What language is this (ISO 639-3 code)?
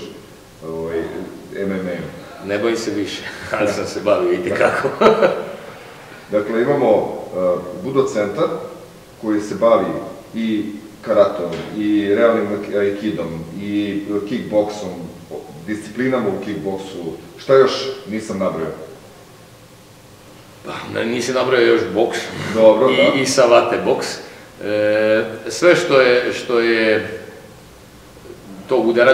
srp